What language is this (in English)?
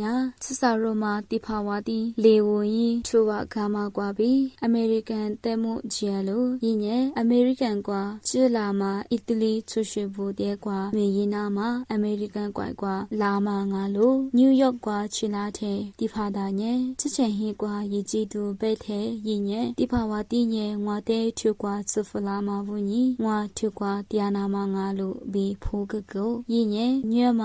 Lisu